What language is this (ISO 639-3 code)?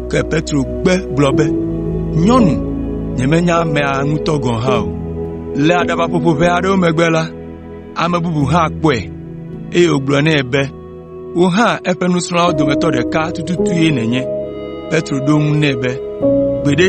ewe